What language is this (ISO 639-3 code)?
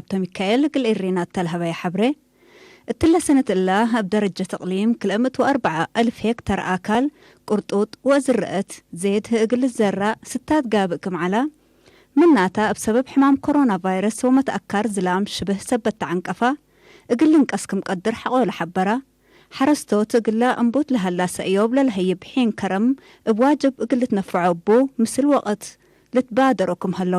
tig